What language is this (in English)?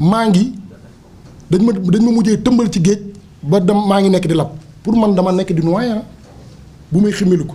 Wolof